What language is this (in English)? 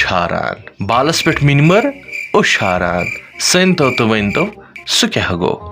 Kashmiri